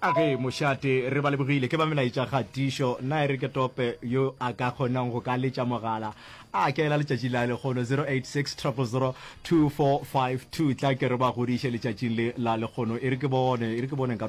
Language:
Northern Sotho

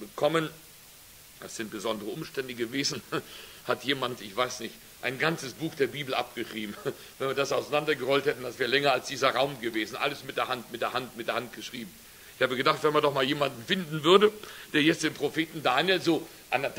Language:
German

